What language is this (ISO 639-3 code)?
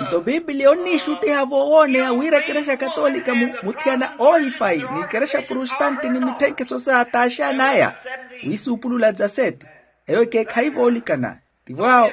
vmw